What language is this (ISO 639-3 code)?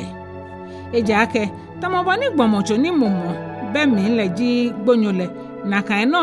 gaa